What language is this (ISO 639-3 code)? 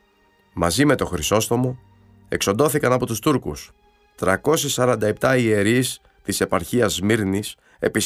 ell